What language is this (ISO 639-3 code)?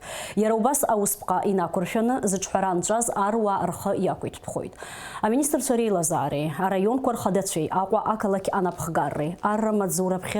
abk